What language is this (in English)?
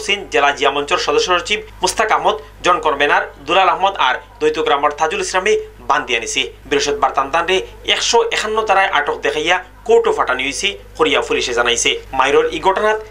Sylheti